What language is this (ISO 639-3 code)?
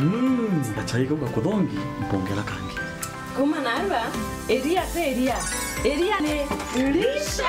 mer